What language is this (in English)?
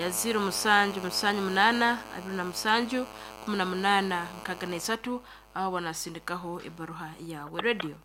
Nyankole